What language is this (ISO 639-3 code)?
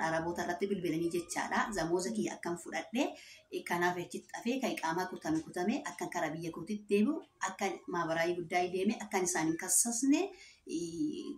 orm